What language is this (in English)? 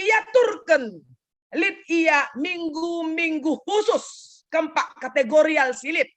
Batak Karo